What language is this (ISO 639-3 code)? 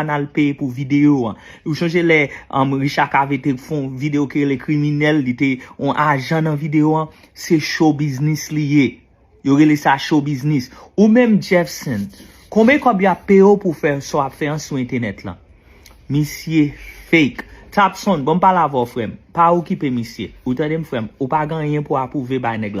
hat